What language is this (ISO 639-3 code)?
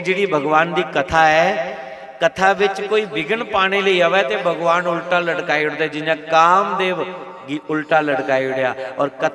doi